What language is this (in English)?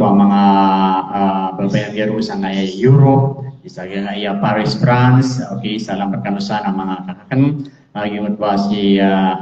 Maranao